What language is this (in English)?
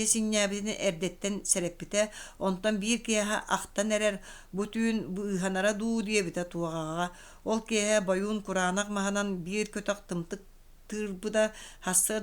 Yakut